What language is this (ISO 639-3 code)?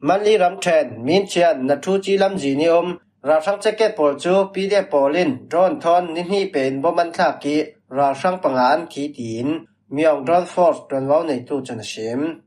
cfm